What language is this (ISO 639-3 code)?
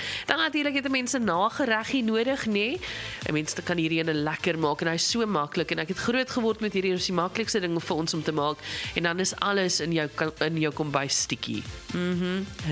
afr